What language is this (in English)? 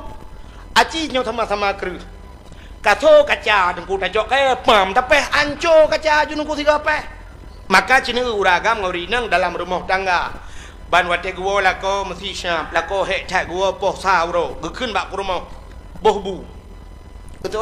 Achinese